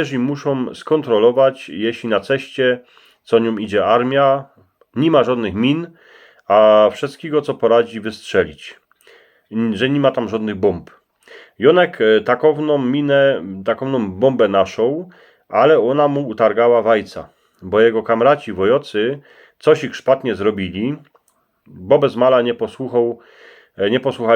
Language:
Silesian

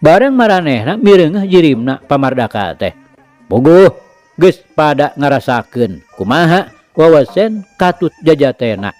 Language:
Sundanese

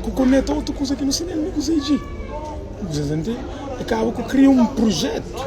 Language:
Kabuverdianu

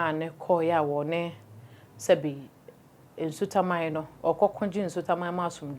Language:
Akan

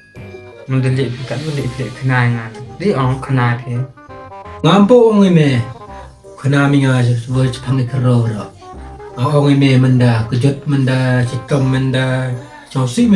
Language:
Khasi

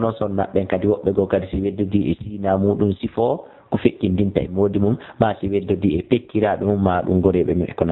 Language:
Fula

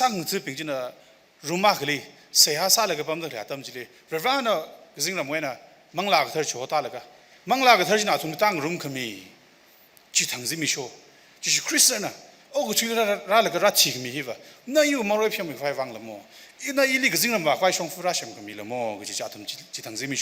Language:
Tangkhul Naga (India)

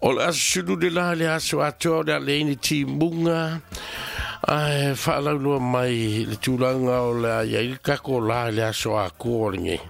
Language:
Samoan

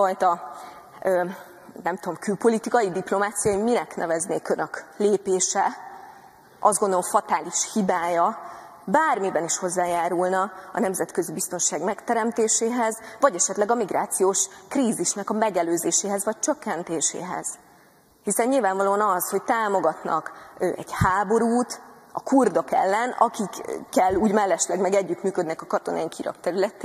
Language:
Hungarian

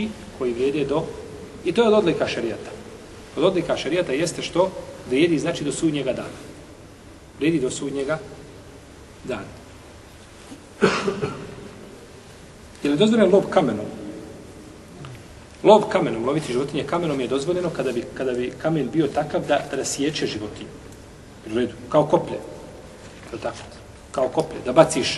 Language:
Bosnian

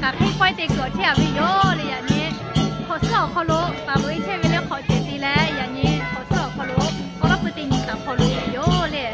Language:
Lahu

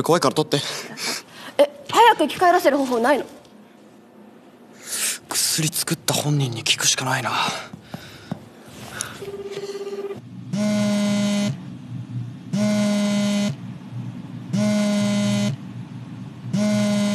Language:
Japanese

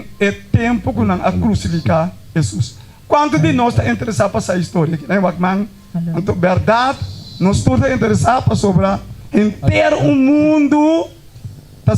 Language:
Papiamento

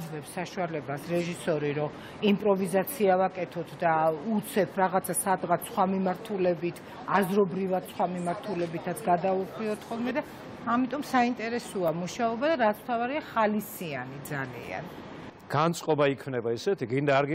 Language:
Georgian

